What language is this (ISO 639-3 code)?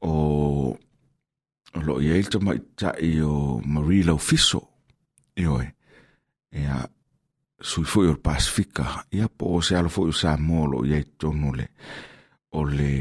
smo